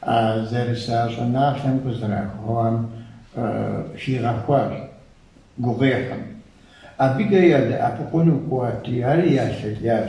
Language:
Kabardian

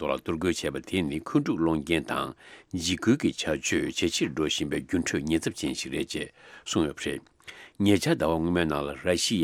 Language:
Tibetan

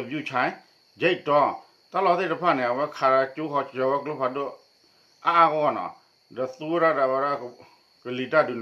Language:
S'gaw Karen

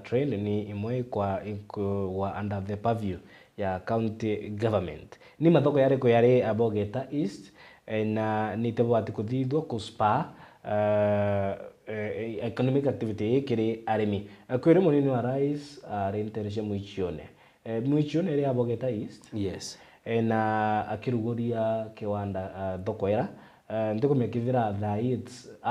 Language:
Meru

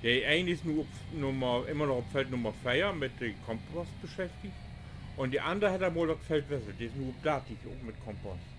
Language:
Low German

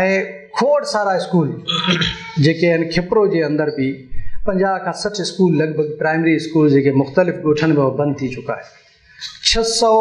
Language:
Sindhi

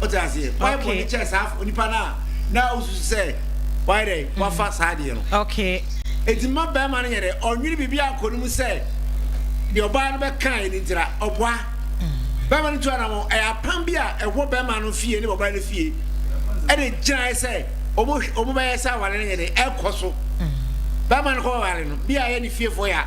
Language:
Akan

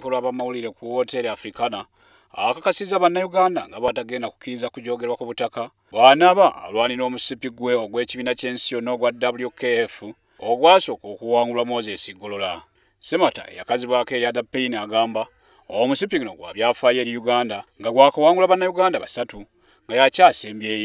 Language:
Ganda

